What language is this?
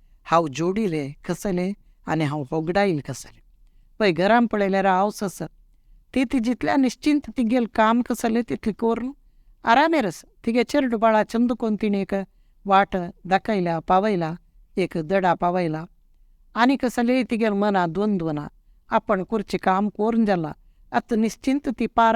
Konkani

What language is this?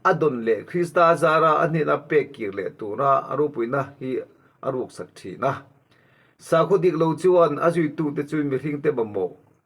Mizo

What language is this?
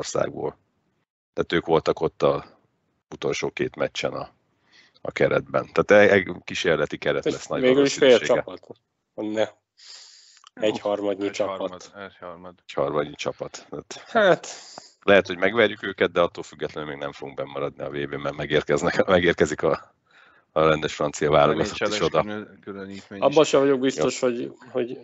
Hungarian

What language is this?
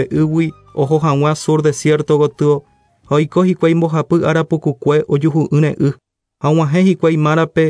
Guarani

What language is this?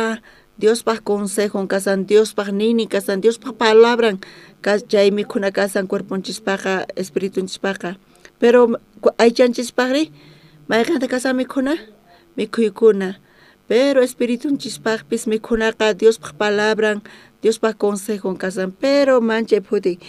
South Bolivian Quechua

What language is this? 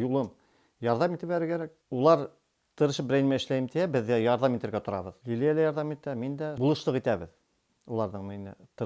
Bashkir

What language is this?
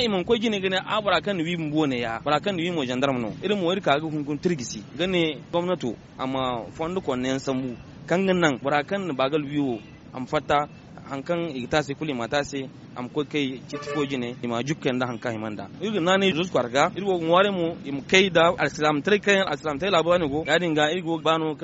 Zarma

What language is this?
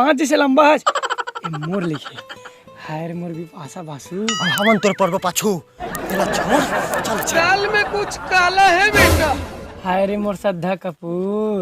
Chhattisgarhi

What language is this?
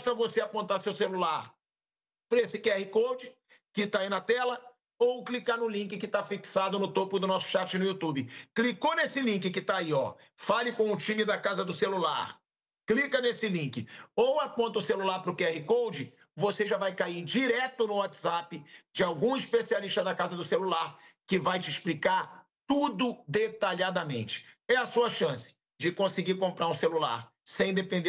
Portuguese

